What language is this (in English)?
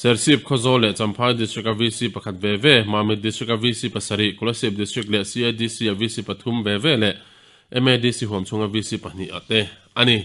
Mizo